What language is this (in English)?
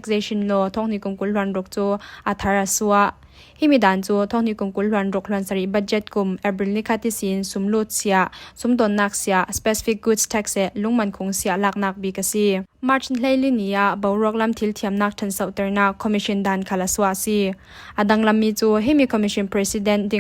Falam Chin